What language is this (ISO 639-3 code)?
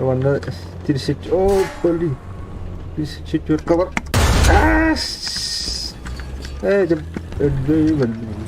sah